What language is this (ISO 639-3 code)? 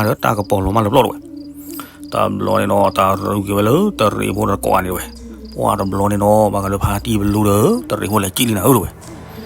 ksw